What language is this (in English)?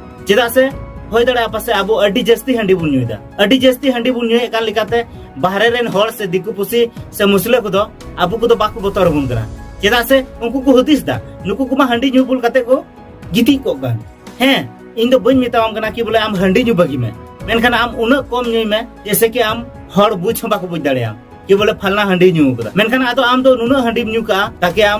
Santali